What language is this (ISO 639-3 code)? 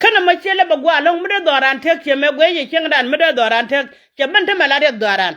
nus